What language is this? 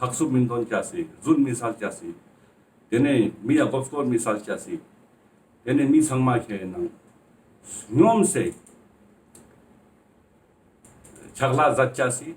Ladakhi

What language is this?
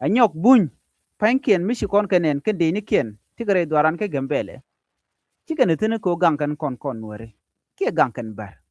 Nuer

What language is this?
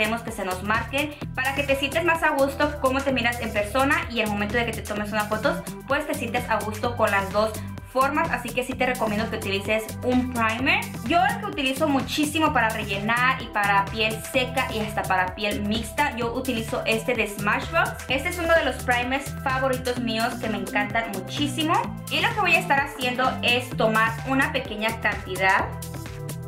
Spanish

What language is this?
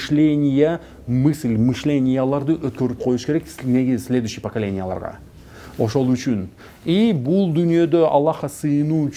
Kyrgyz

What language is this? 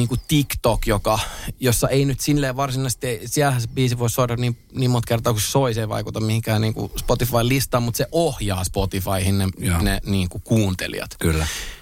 Finnish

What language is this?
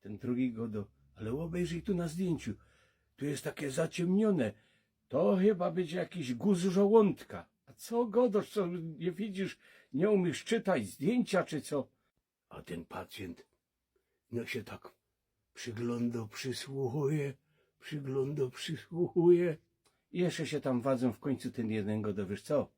Silesian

